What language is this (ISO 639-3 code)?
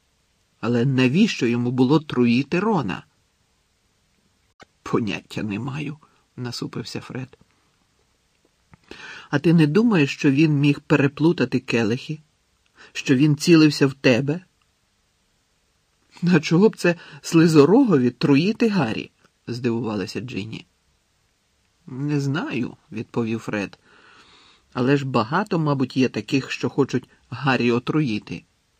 ukr